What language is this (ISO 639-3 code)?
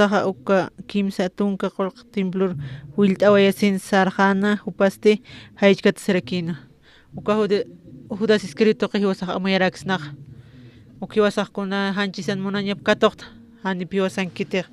aym